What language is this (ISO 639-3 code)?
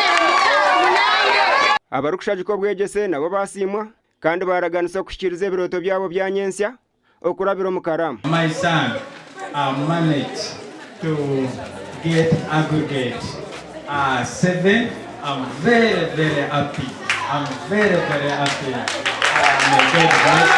nyn